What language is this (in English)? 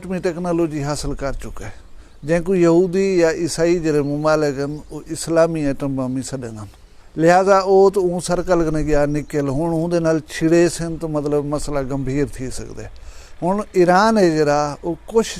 Saraiki